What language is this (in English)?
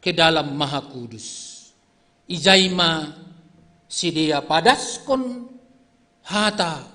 Batak Simalungun